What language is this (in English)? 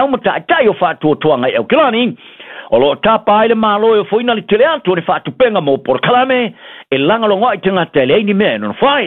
Samoan